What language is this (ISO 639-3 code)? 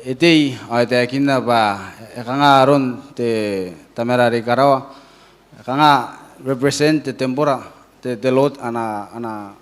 gil